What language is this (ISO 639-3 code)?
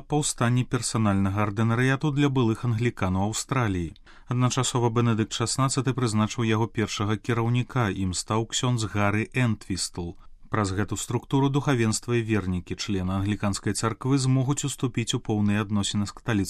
bel